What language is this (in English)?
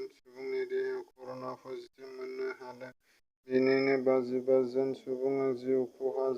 Bodo